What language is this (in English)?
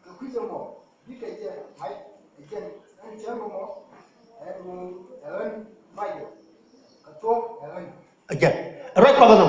Nuer